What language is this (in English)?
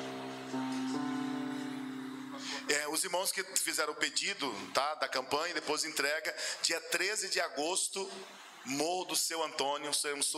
Portuguese